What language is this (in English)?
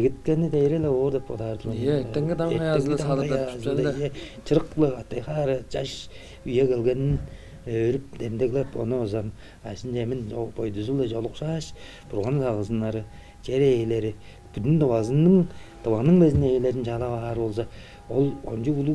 Tuvinian